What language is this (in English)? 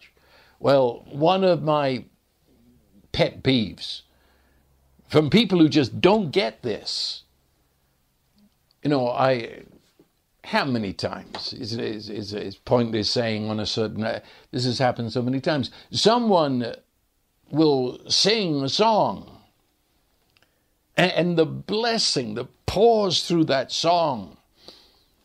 English